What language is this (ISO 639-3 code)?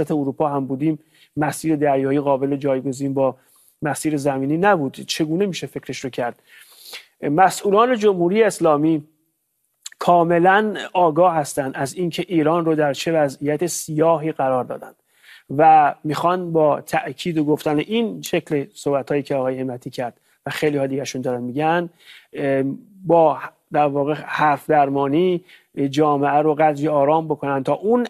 fas